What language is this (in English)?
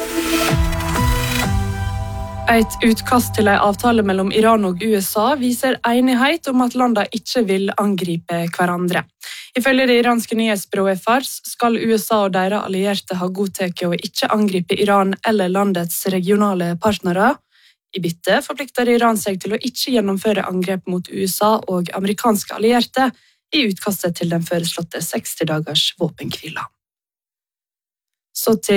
Norwegian